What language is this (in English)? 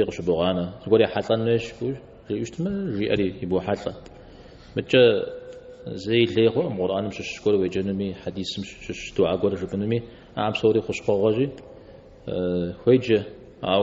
Kabardian